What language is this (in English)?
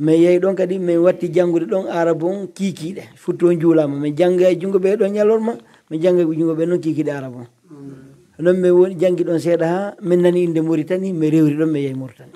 Pular